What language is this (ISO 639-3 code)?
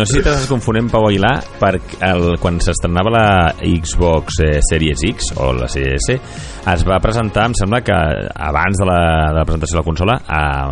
cat